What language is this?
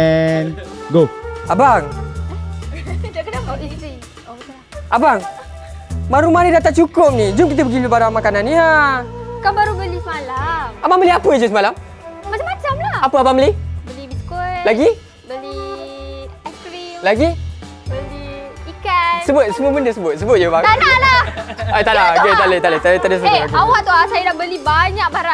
Malay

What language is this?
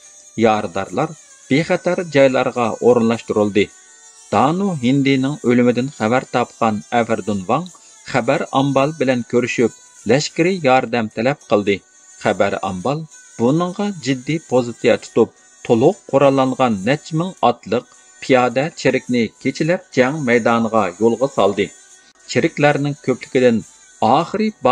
Uyghur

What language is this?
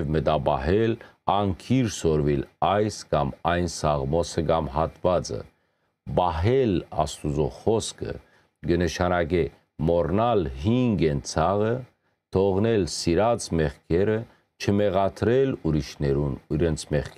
Western Armenian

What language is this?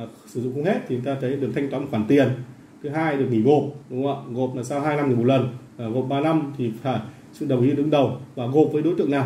Vietnamese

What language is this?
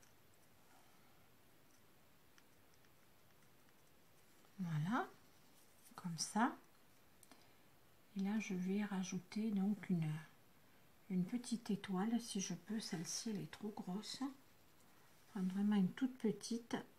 French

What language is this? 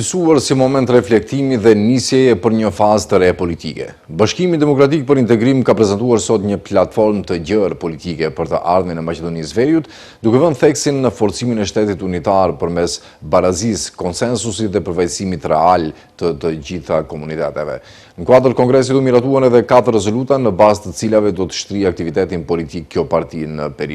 Albanian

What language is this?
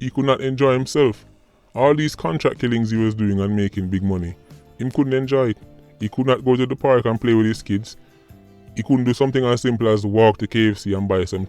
Jamaican Creole English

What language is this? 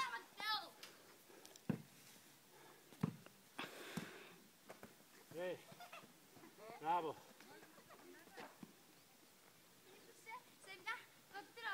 Greek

